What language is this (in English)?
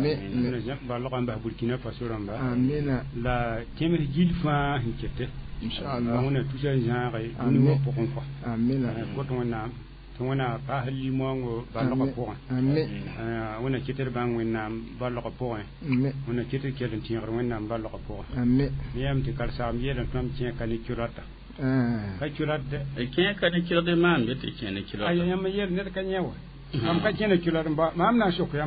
Mossi